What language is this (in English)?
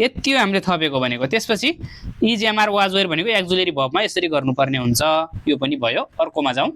Nepali